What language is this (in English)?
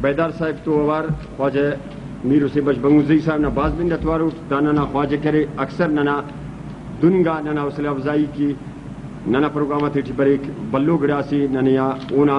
Brahui